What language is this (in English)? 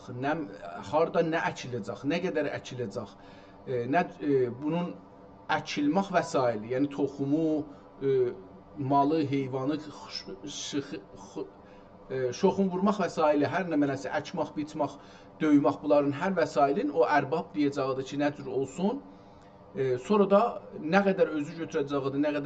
South Azerbaijani